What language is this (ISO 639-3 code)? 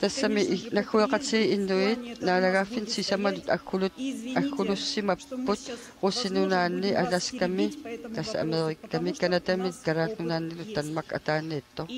kal